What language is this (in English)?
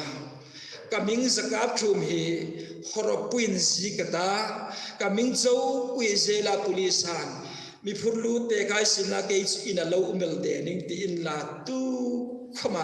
Hmar